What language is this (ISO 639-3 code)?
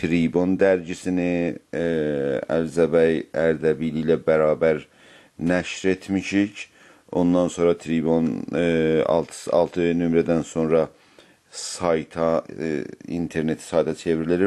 azb